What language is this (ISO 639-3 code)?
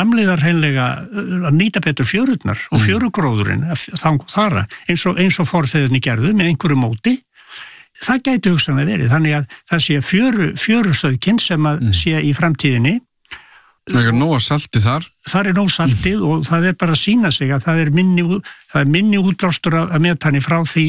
isl